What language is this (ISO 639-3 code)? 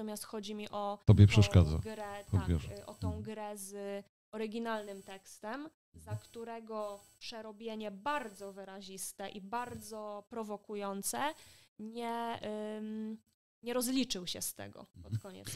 pol